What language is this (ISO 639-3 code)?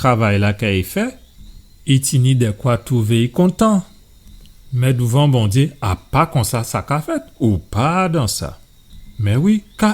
gcf